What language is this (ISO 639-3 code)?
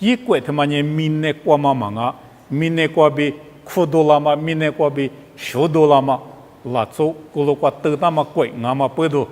lis